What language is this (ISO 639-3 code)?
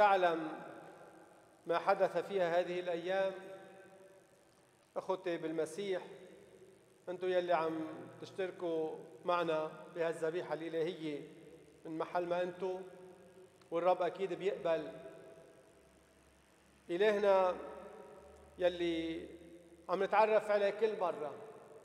ara